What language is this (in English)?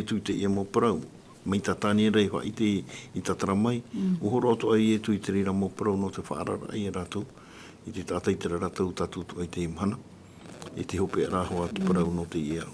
Tahitian